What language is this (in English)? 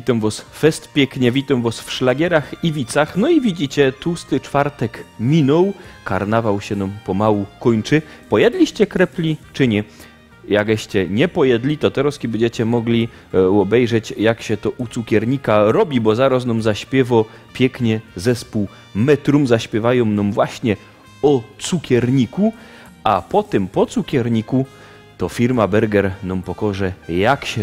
Silesian